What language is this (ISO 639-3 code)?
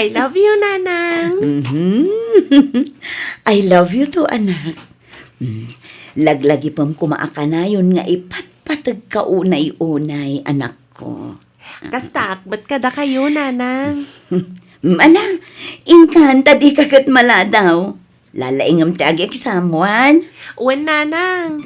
ilo